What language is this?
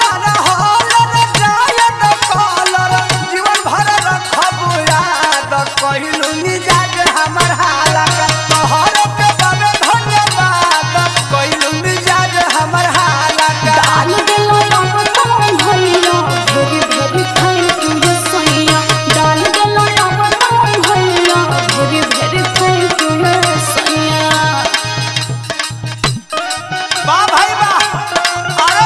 Bhojpuri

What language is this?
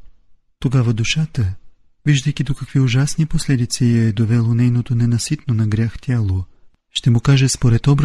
Bulgarian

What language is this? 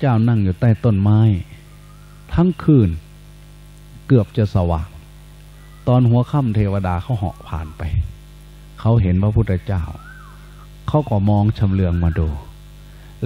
Thai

